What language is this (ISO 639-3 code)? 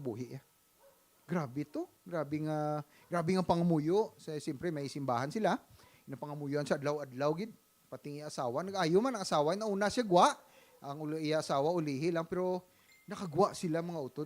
hil